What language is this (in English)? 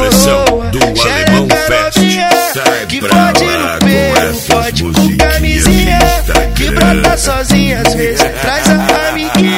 Portuguese